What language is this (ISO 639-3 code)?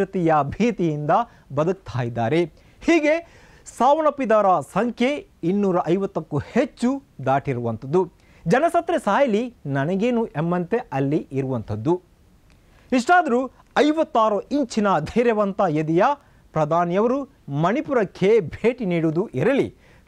kan